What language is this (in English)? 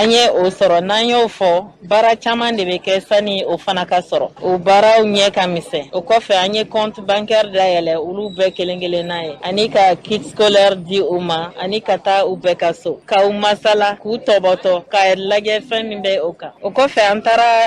Bambara